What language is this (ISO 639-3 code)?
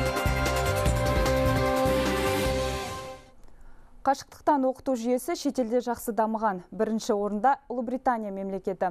kaz